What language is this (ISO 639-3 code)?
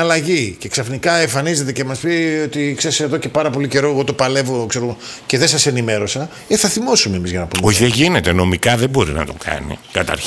ell